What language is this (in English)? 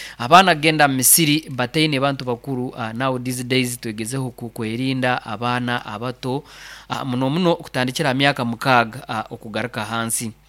Nyoro